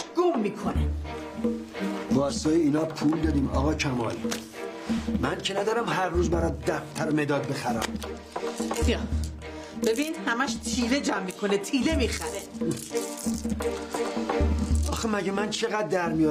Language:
Persian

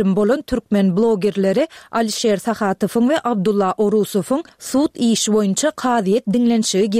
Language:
Turkmen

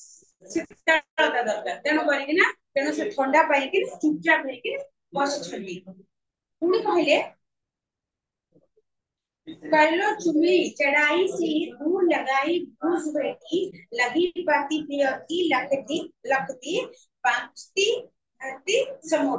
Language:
Odia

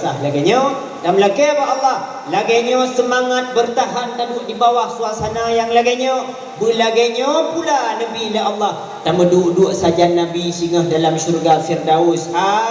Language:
Achinese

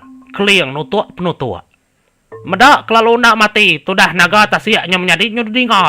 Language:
Iban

